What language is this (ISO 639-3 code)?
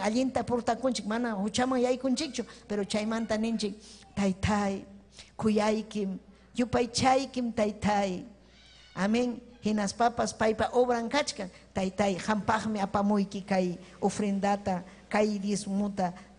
quy